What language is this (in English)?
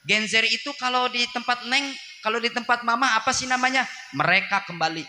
Sundanese